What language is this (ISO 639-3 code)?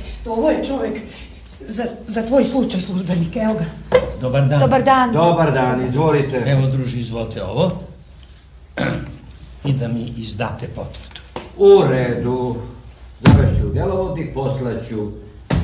srp